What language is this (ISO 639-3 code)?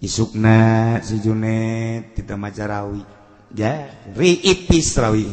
sun